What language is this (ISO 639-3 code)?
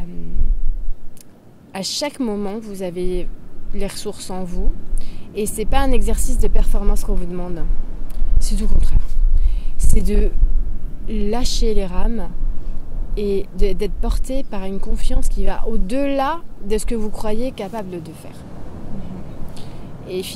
fra